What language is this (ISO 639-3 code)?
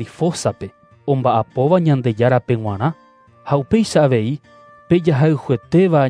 grn